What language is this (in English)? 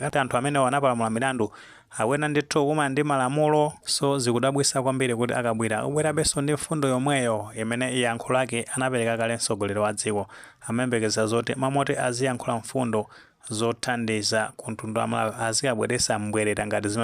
Nyanja